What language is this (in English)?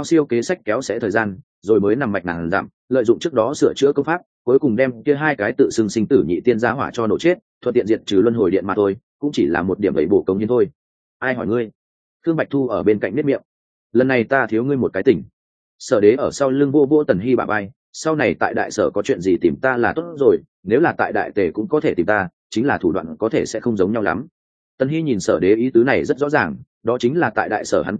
Vietnamese